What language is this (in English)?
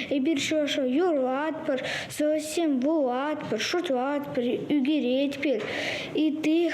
Chuvash